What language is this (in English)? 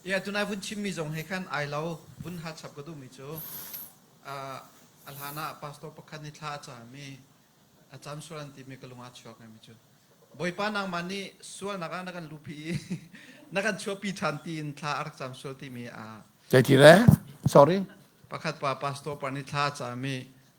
Hakha Chin